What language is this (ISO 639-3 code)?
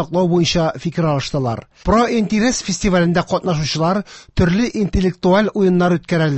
tat